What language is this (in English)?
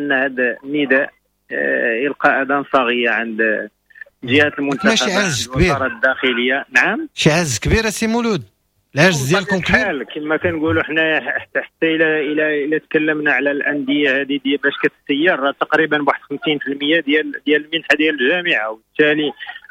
Moroccan Arabic